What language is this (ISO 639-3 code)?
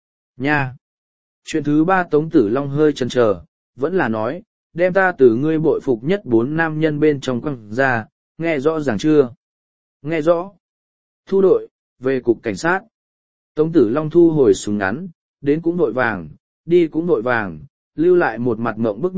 vie